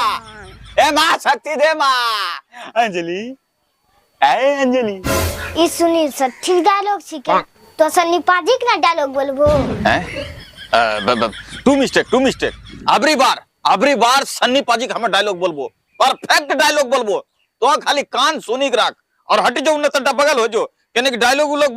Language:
Angika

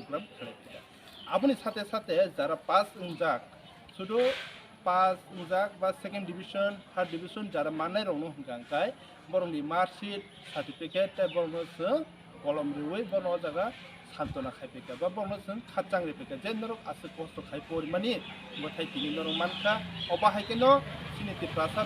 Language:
Kok Borok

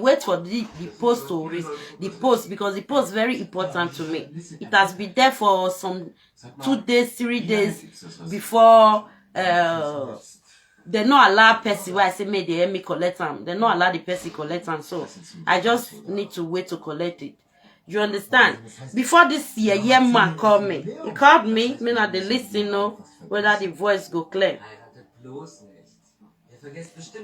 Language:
Nigerian Pidgin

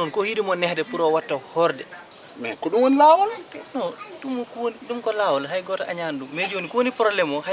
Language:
Fula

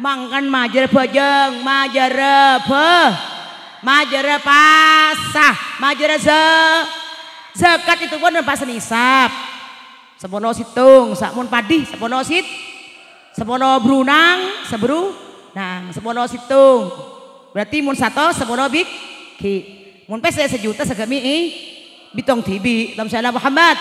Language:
Madurese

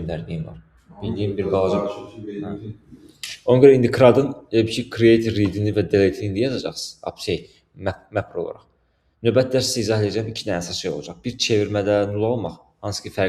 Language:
Azerbaijani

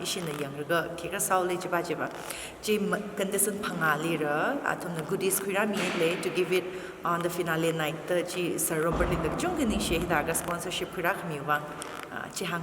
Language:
Tangkhul Naga (India)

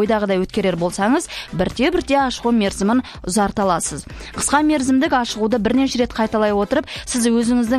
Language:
Kazakh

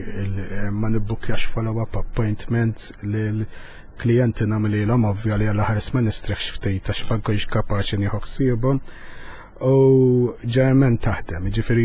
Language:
Maltese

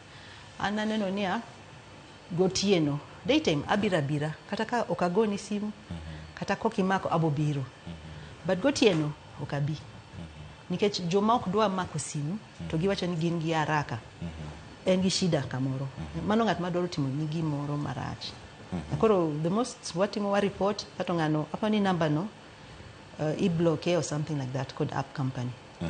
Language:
Luo (Kenya and Tanzania)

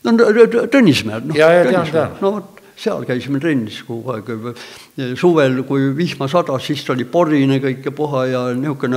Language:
Estonian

